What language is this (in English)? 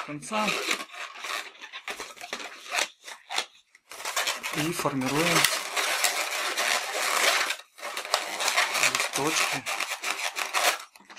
Russian